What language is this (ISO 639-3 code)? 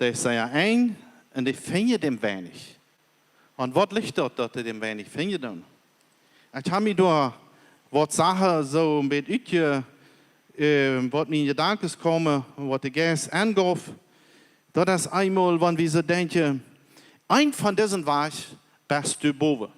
pdt